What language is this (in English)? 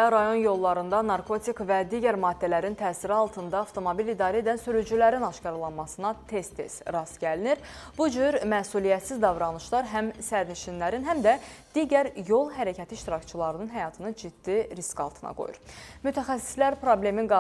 Azerbaijani